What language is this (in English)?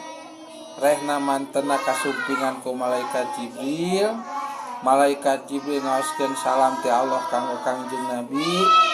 Sundanese